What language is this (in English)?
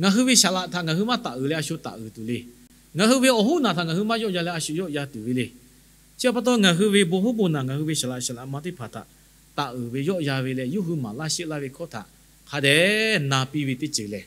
Lahu